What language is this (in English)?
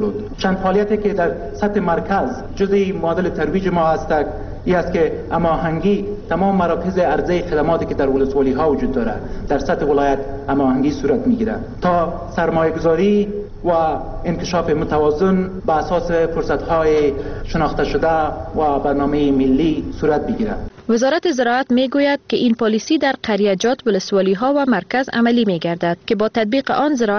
Persian